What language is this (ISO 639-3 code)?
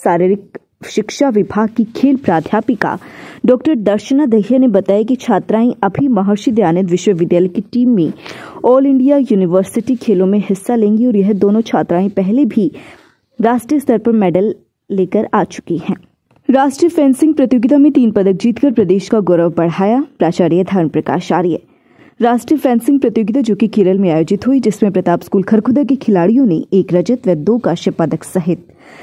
hin